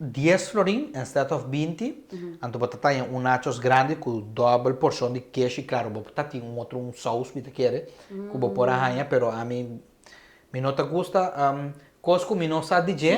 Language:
Papiamento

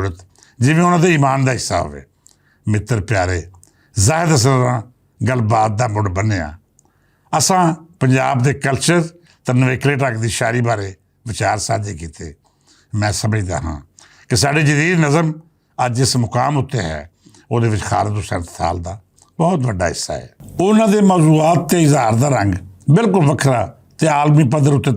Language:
Western Panjabi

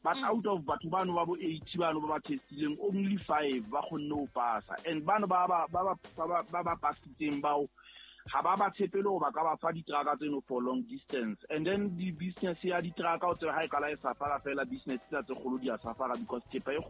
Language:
Southern Sotho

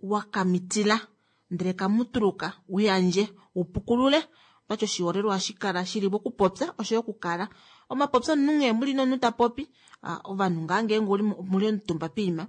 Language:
Kuanyama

